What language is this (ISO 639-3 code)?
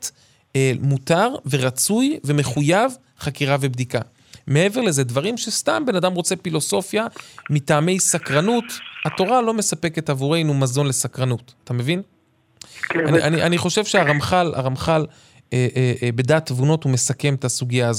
heb